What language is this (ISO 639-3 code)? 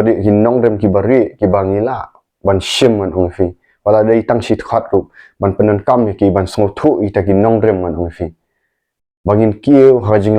kha